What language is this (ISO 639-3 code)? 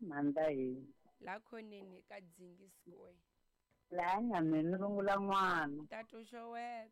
tso